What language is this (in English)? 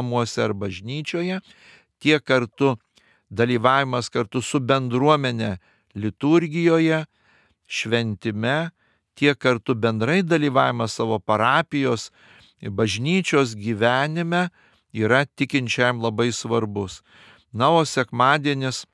Lithuanian